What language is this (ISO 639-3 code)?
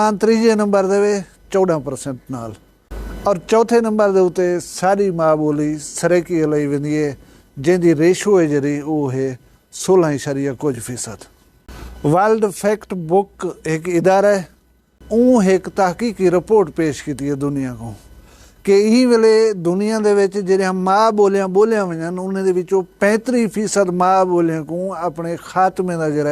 skr